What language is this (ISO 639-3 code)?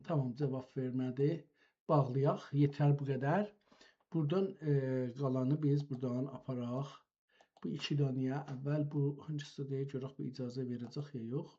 azb